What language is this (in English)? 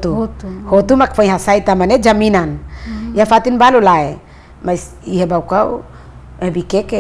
Tetum